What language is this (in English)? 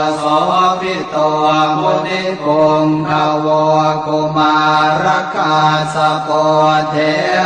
Pali